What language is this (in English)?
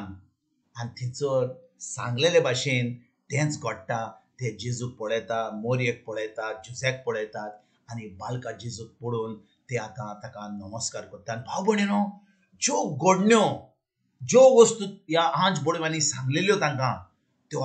Konkani